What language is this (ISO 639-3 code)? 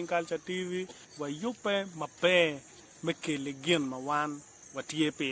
ach